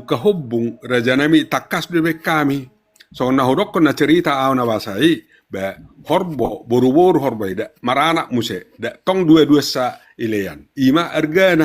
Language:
Batak Toba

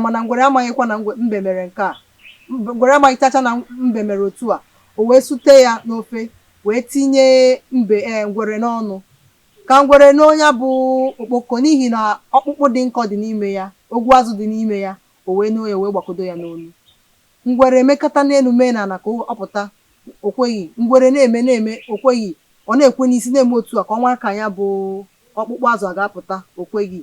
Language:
Igbo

